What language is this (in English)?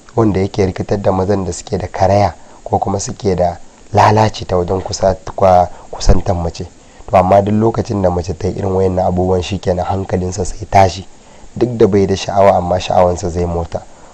Hausa